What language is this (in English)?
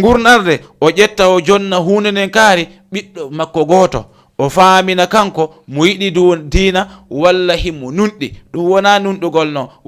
Fula